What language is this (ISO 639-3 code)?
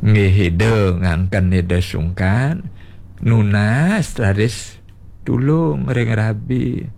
ban